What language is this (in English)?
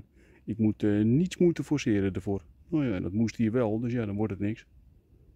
Dutch